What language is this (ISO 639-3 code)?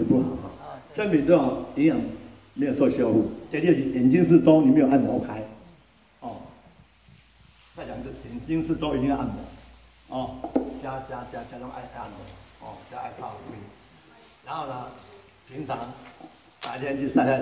zho